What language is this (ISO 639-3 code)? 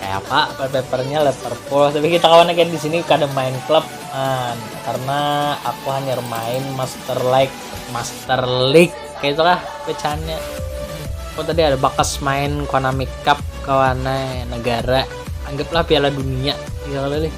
bjn